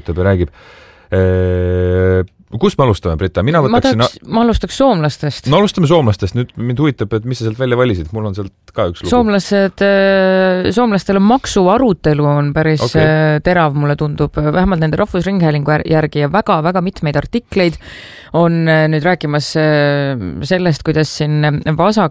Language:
Estonian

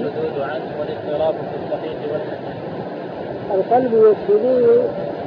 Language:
Arabic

